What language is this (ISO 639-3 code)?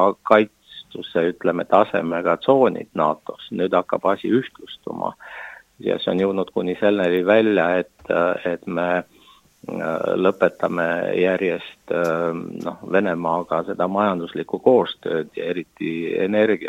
est